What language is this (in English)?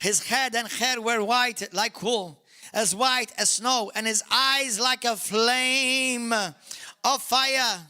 English